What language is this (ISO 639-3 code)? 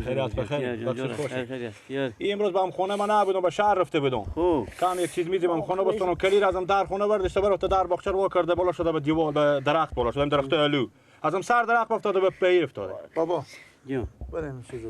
fas